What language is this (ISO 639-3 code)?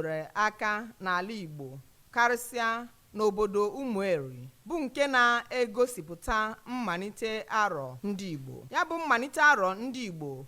ibo